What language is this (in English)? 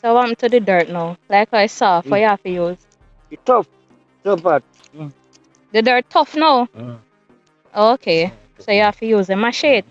Jamaican Creole English